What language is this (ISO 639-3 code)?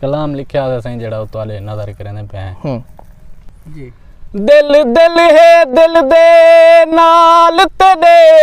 skr